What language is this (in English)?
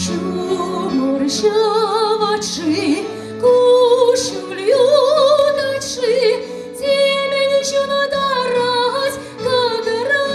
Chuvash